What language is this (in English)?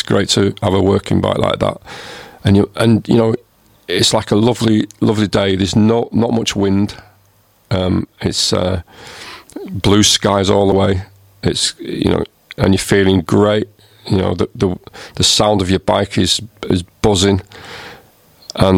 English